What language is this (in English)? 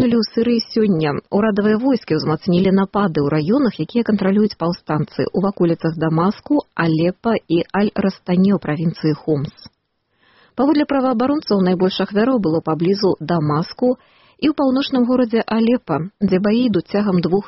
Belarusian